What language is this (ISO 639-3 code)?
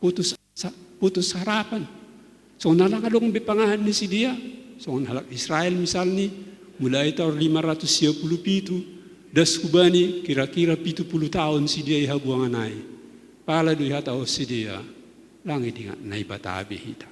bts